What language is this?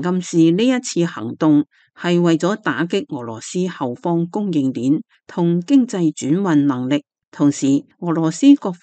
Cantonese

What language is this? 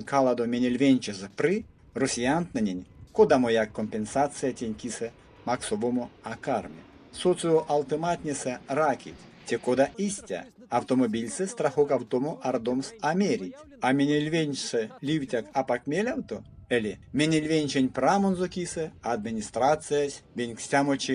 Erzya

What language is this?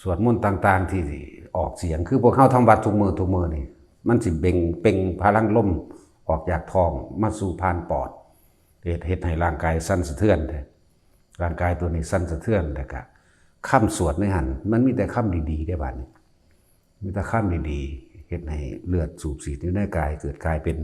Northeastern Thai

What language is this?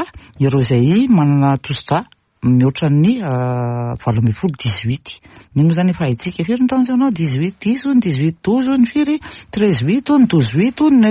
Malagasy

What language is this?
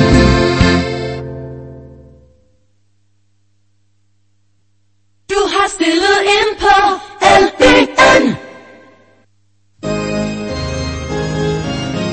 Danish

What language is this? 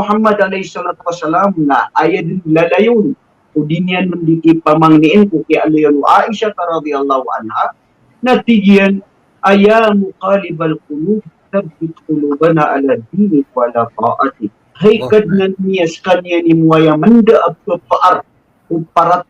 Maranao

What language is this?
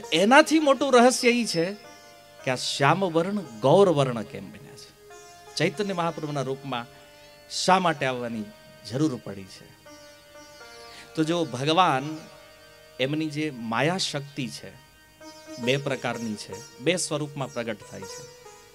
Gujarati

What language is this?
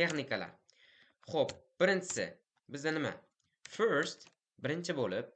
Uzbek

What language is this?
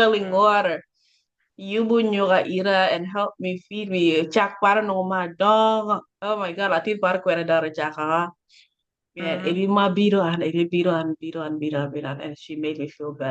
Acoli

